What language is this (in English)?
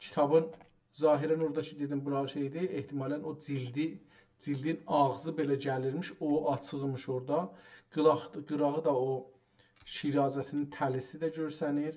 South Azerbaijani